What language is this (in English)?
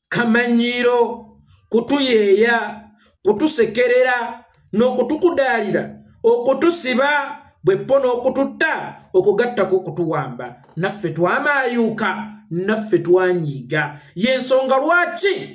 Ganda